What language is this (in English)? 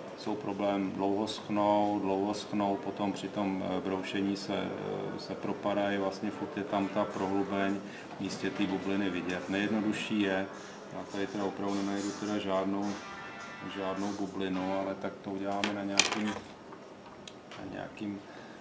Czech